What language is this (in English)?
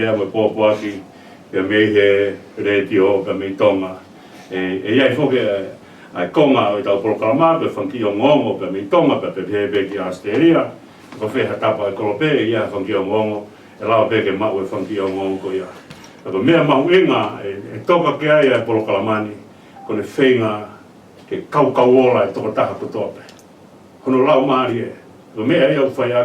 Tongan